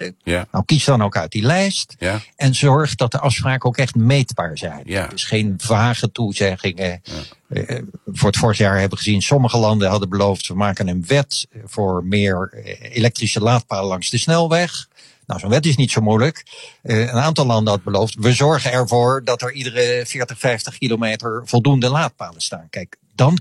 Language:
Dutch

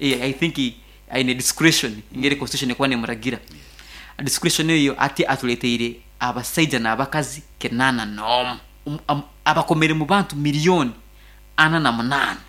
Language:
Nyankole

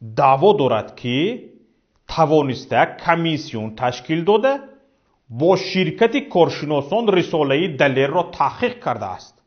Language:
Tajik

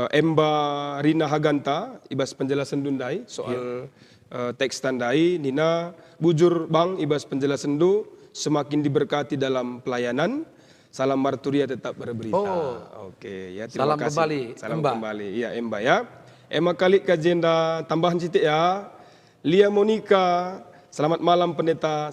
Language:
Batak Karo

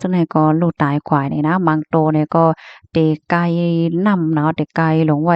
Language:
Shan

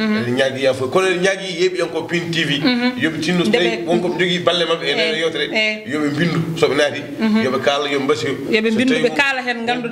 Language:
Fula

